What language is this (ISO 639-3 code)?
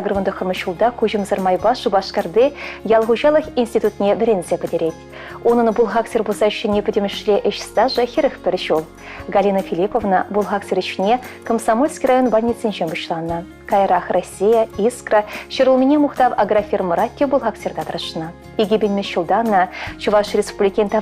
chv